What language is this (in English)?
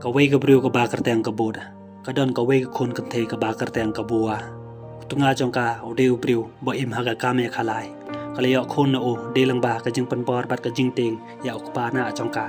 Khasi